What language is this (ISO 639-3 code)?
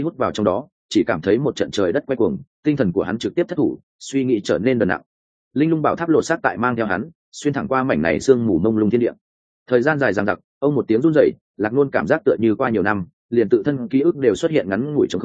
vie